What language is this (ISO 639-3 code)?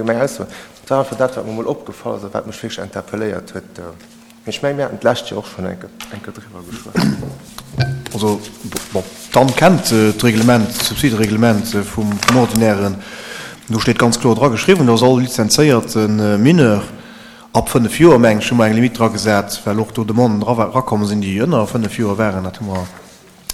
ltz